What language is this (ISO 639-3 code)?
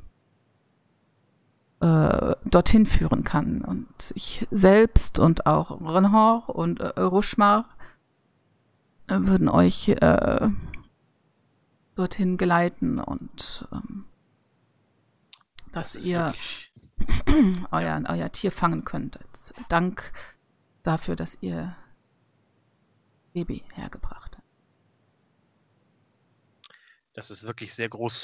deu